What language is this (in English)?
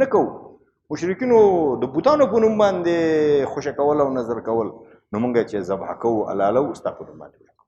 Pashto